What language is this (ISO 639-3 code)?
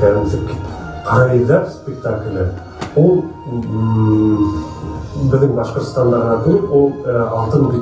bak